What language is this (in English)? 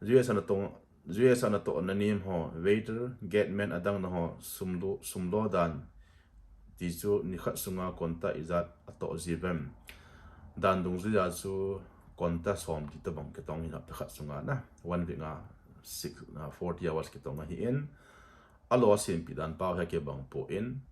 Thado Chin